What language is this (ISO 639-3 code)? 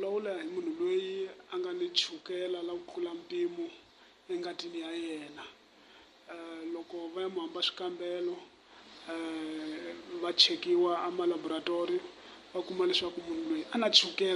tso